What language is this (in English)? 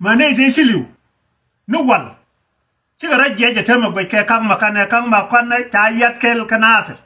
Nuer